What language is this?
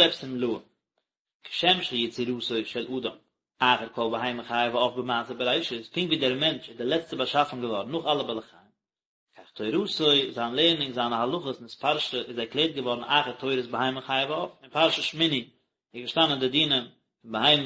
Yiddish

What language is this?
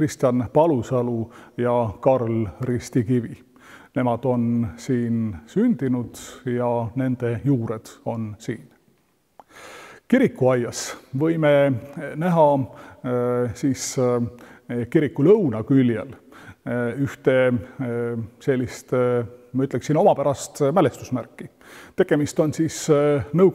Estonian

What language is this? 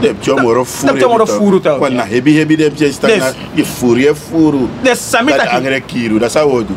Sranan Tongo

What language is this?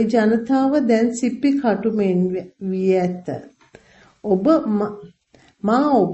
Sinhala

